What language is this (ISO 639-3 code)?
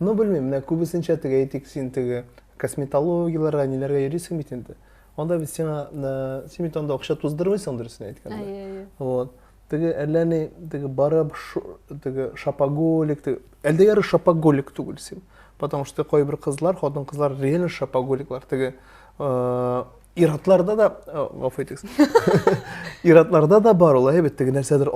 tat